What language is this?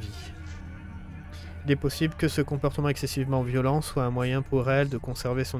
French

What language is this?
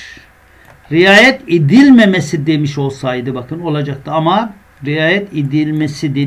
Turkish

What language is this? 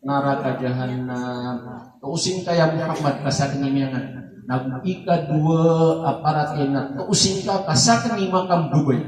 Maranao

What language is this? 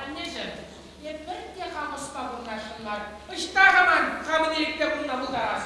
Chuvash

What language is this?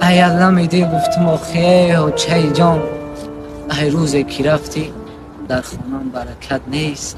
Tajik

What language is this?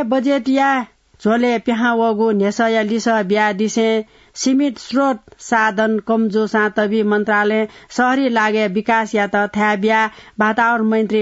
Newari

